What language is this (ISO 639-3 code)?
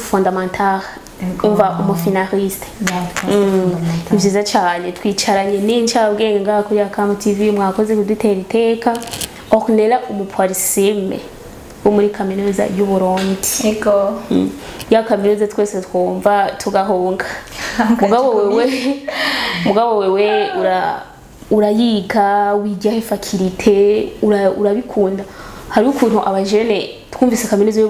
run